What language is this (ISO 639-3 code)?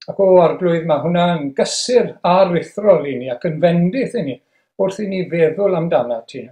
cym